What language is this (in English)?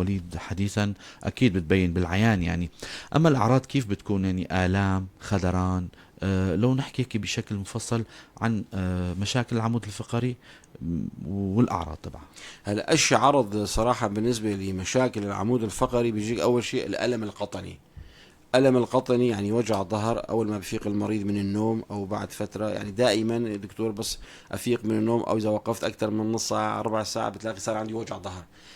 North Levantine Arabic